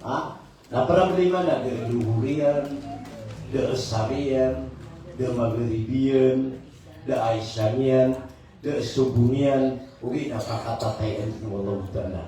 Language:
Maranao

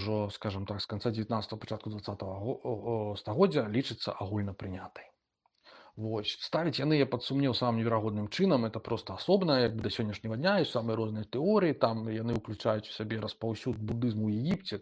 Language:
Belarusian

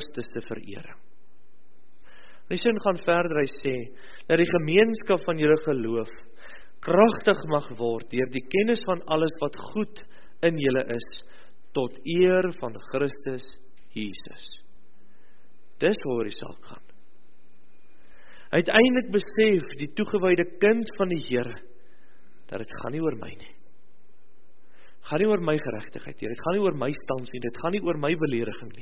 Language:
Afrikaans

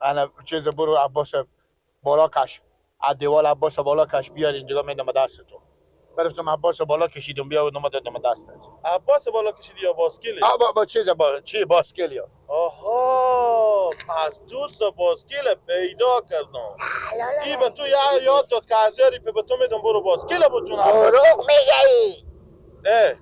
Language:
Persian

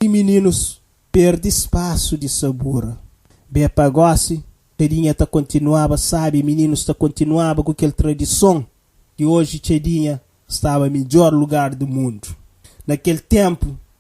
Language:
Kabuverdianu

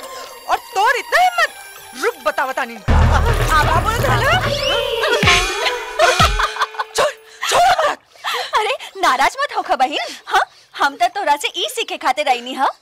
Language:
Bhojpuri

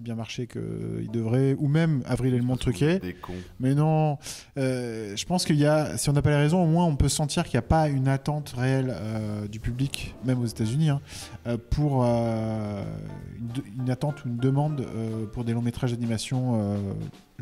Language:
French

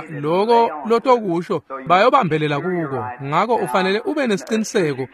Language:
Swati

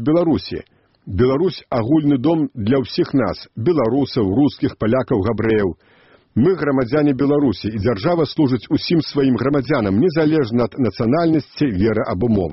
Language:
Belarusian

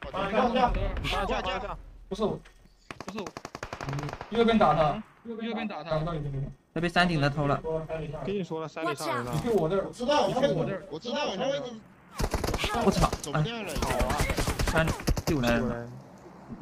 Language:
Chinese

